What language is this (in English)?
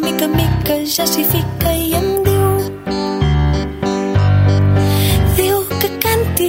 Catalan